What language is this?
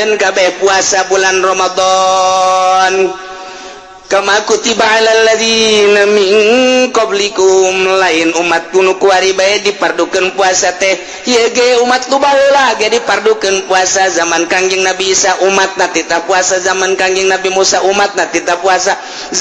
Sundanese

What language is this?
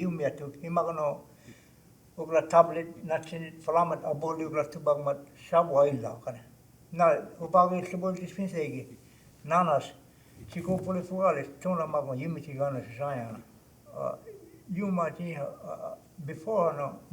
Choctaw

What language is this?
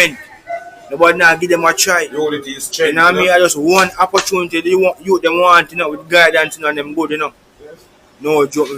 Jamaican Creole English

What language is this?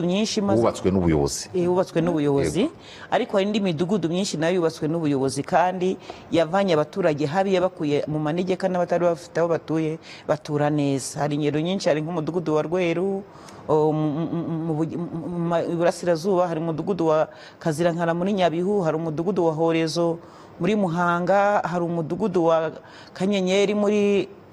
Kinyarwanda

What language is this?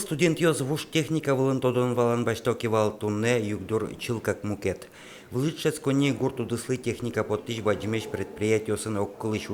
Udmurt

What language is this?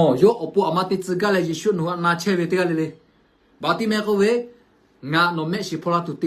Lahu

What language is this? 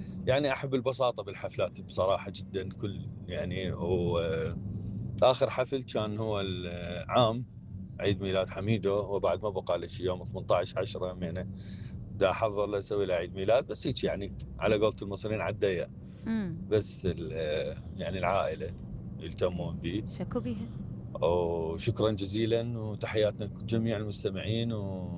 Mesopotamian Arabic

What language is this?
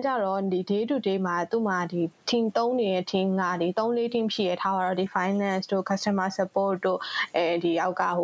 Burmese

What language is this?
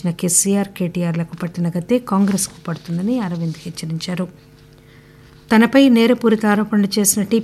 Telugu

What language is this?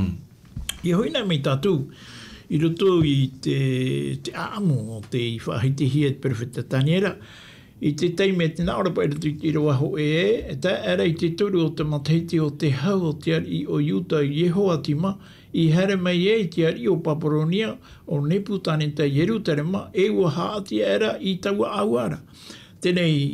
Tahitian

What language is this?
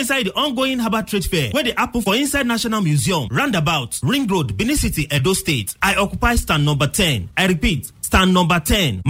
Nigerian Pidgin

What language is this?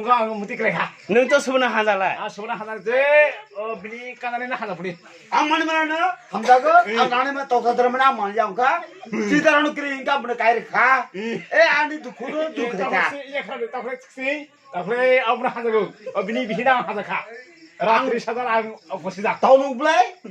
Kok Borok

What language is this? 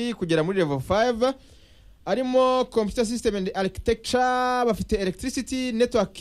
Kinyarwanda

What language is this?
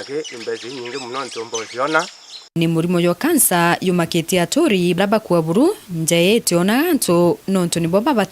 Meru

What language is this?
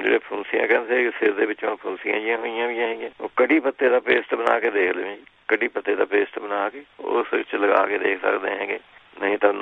Punjabi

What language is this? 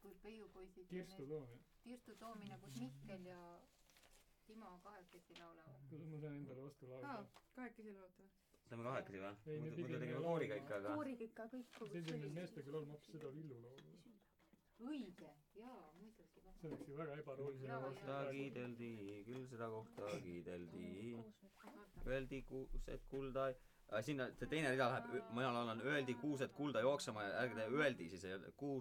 Estonian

